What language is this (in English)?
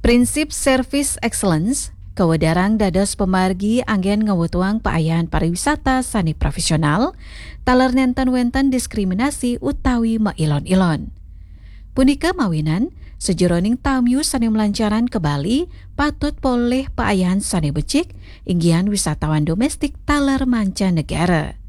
Balinese